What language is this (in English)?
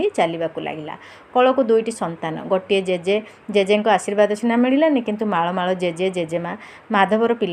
Odia